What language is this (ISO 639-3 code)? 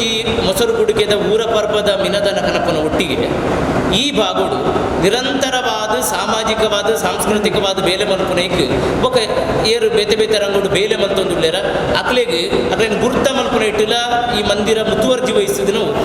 tcy